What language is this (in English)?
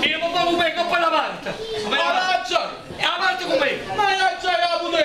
Neapolitan